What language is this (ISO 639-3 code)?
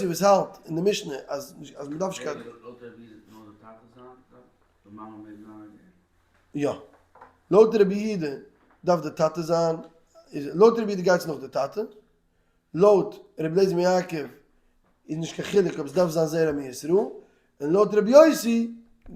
yid